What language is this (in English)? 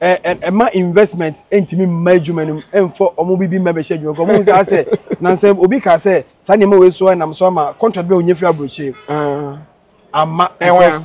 Akan